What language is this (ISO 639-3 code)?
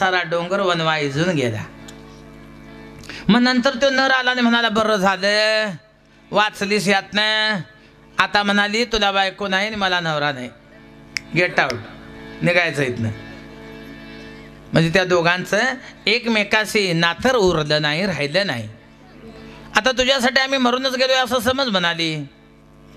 mar